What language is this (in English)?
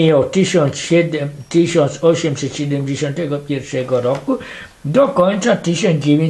Polish